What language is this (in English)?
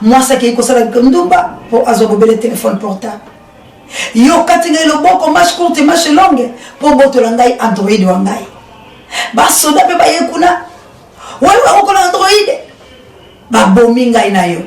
Lingala